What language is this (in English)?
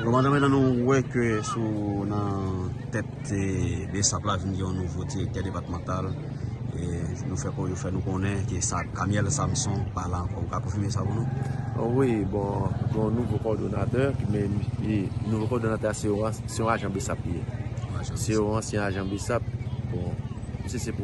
Haitian Creole